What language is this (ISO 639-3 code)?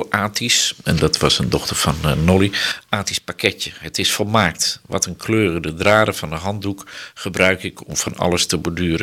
nld